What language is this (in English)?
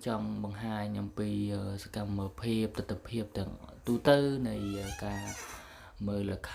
Khmer